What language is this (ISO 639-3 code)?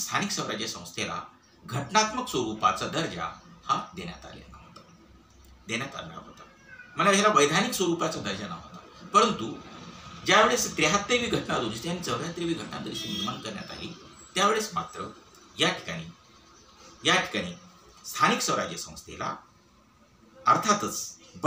mar